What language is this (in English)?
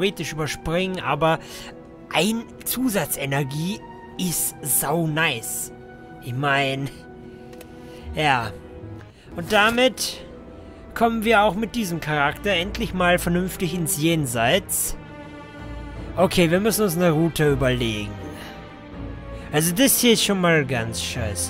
German